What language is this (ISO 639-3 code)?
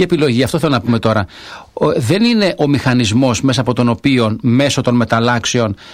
ell